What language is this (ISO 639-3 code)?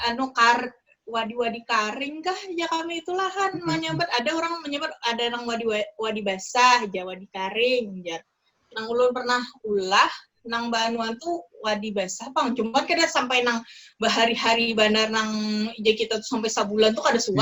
bjn